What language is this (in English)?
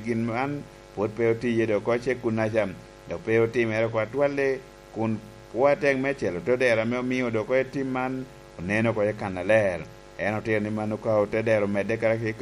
Lango (Uganda)